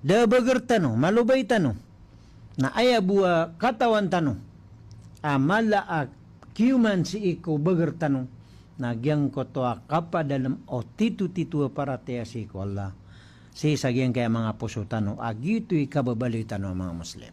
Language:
Maranao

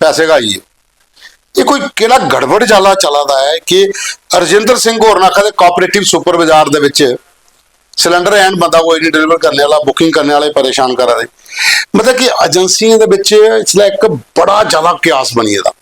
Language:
Dogri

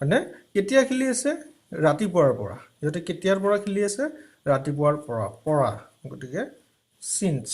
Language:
Assamese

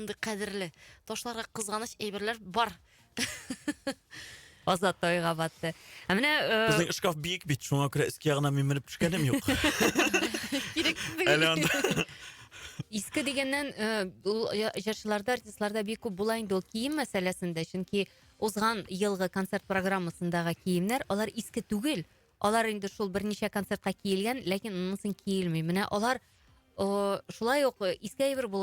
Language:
Tatar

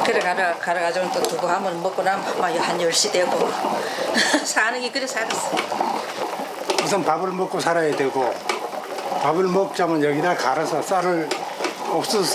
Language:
Korean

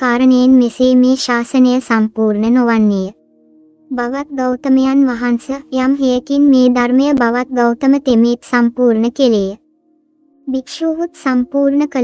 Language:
Sinhala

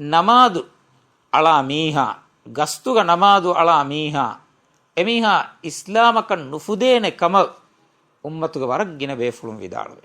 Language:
Divehi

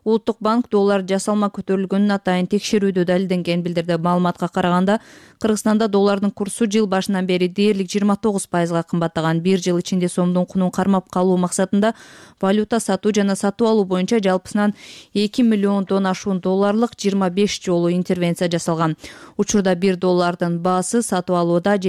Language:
Kyrgyz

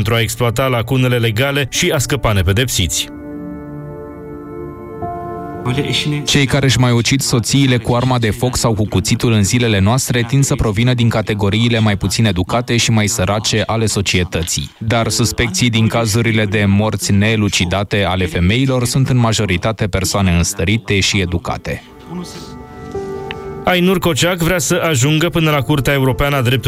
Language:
Romanian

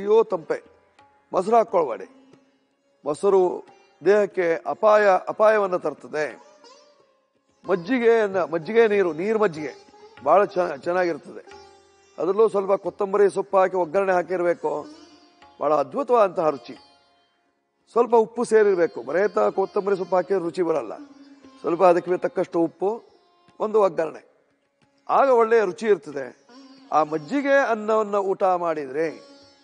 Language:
Kannada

